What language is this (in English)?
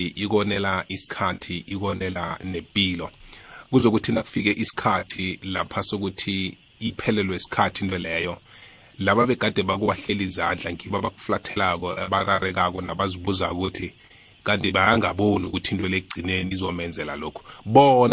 South Ndebele